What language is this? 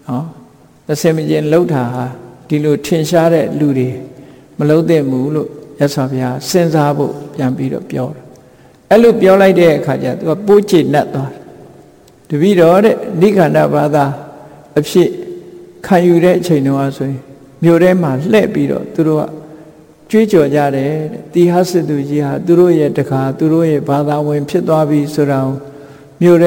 Burmese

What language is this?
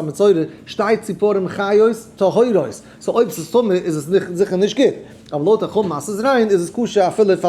Yiddish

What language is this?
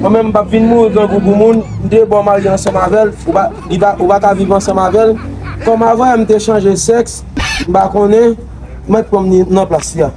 Haitian Creole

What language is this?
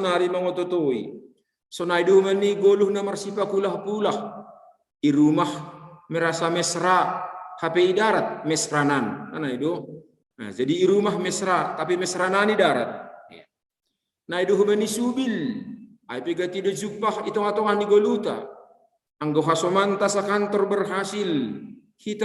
Batak Simalungun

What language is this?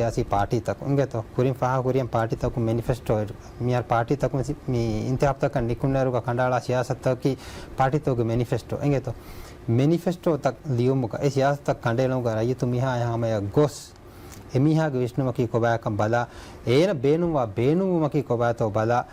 Divehi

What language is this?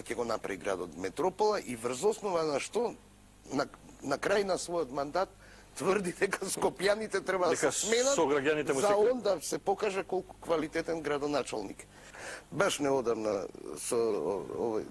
Macedonian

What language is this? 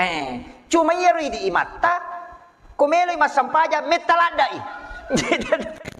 Buginese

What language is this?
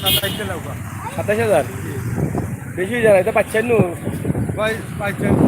Sylheti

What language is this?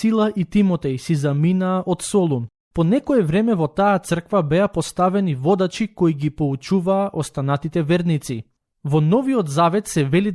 Macedonian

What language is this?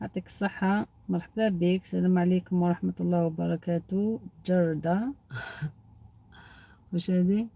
Algerian Arabic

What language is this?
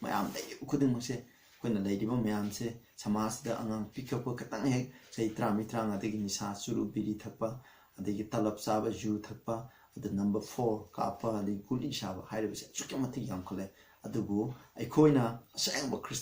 Manipuri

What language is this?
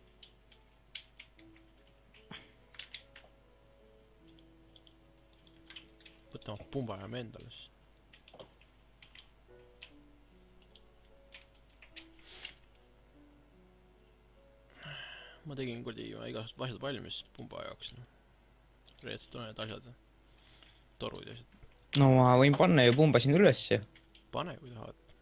Estonian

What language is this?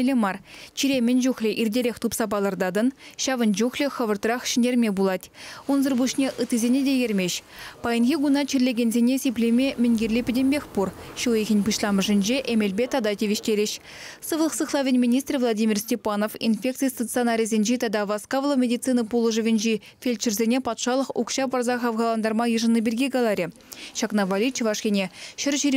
Chuvash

